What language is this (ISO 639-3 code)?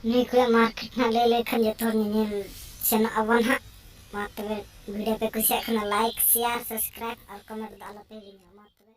sat